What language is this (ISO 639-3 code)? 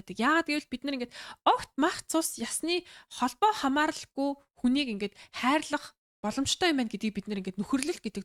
mon